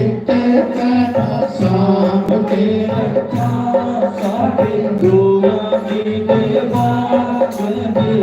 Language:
Dogri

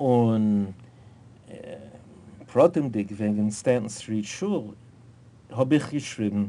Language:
Yiddish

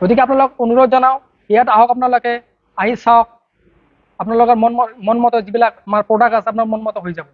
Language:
Assamese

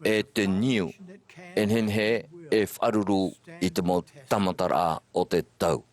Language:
Tahitian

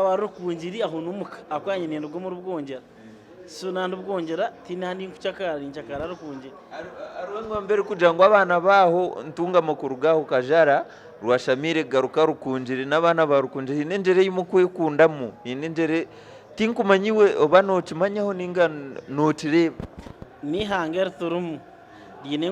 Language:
Nyankole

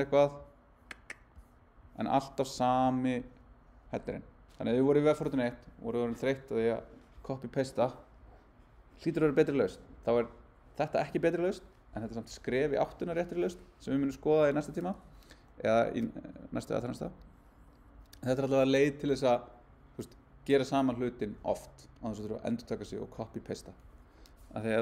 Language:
Icelandic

